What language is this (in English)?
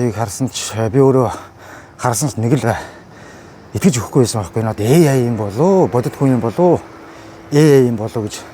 Mongolian